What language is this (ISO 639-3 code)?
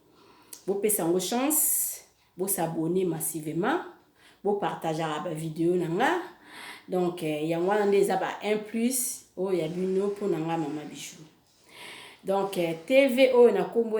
lin